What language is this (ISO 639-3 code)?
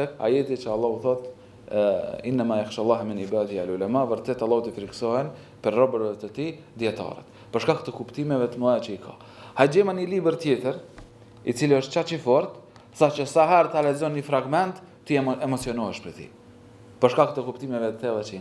sqi